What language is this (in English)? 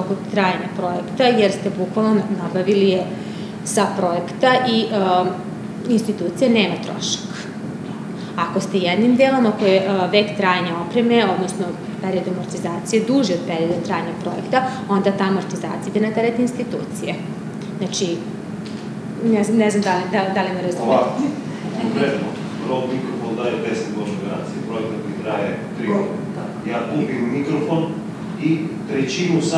Serbian